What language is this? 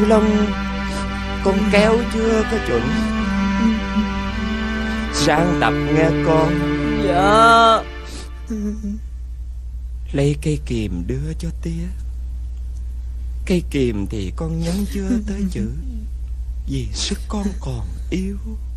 Vietnamese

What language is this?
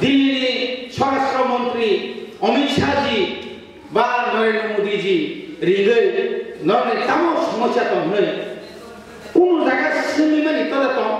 Kok Borok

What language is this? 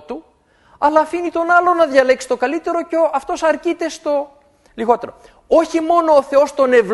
Greek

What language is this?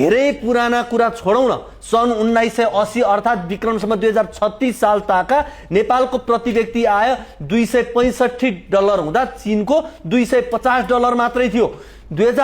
Nepali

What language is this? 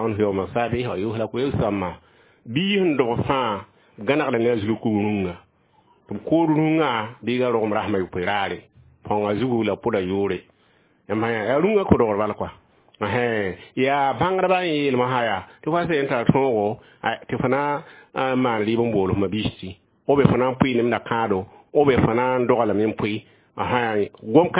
Mossi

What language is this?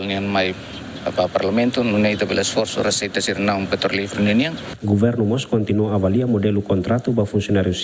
Tetum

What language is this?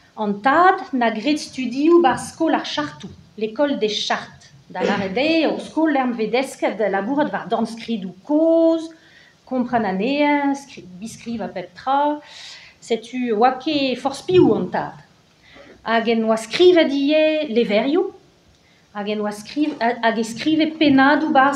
Breton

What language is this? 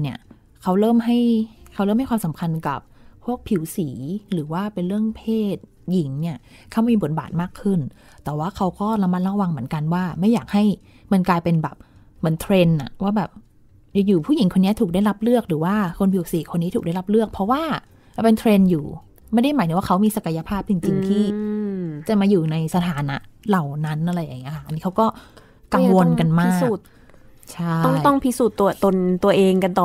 Thai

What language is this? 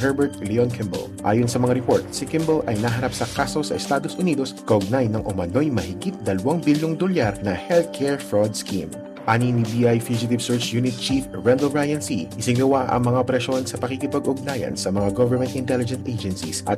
Filipino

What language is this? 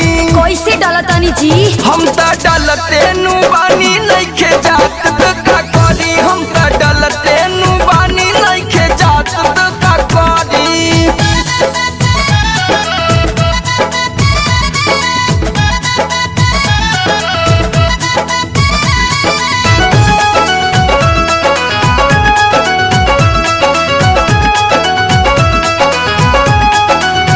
Bhojpuri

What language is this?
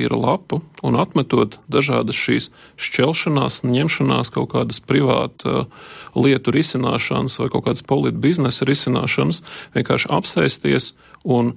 Latvian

